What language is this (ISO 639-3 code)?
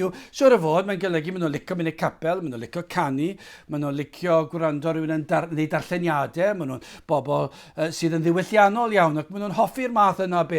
cym